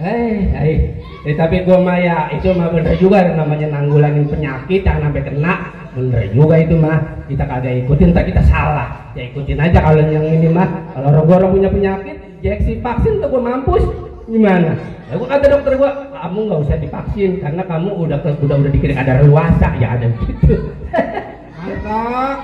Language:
Betawi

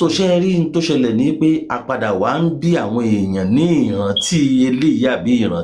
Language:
Yoruba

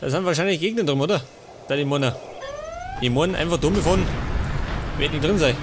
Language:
Bavarian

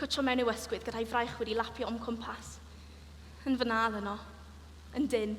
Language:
Welsh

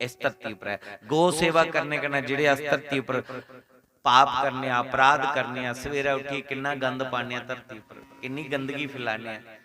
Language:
Dogri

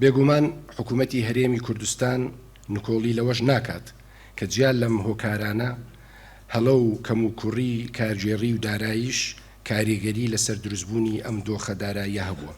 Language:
Central Kurdish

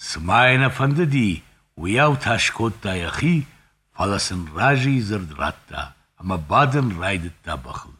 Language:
Ossetic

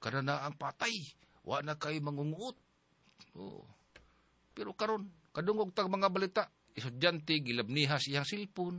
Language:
Cebuano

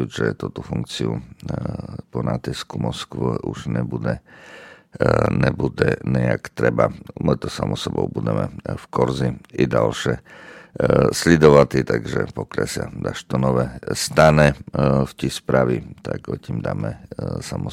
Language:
Rusyn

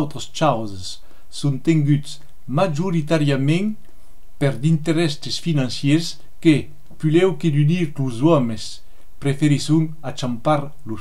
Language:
Occitan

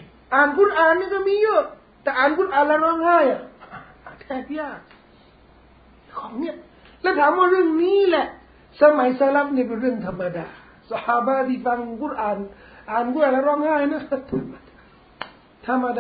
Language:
Thai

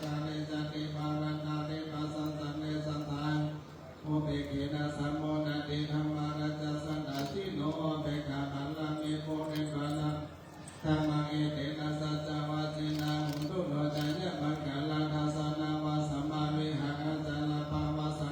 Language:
Pali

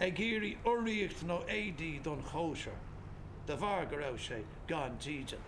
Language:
Irish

